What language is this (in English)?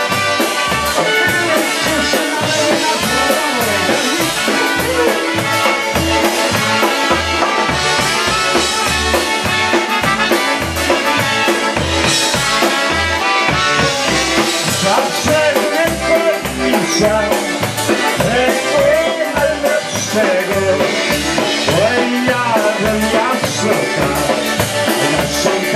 Polish